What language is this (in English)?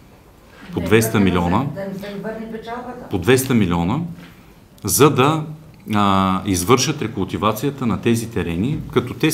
Bulgarian